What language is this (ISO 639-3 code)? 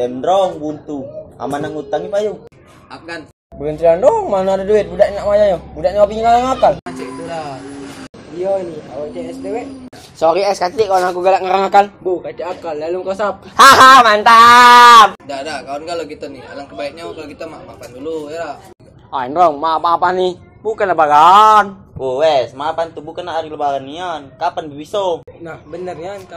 mui